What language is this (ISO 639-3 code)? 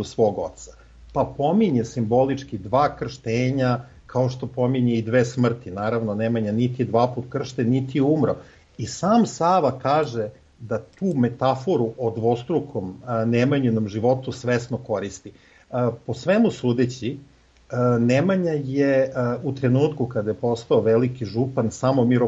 srp